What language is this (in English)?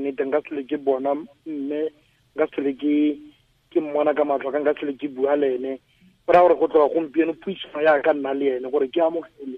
Tswana